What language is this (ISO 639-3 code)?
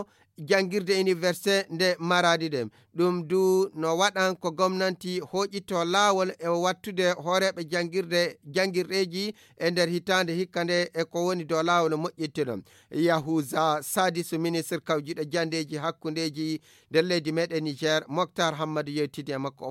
ful